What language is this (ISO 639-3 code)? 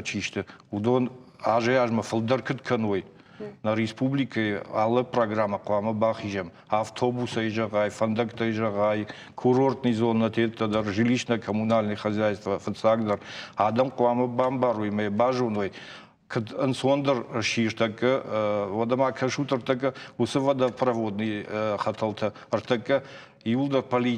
oss